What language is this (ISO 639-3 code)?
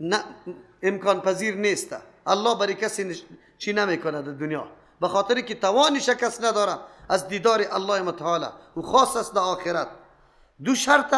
fas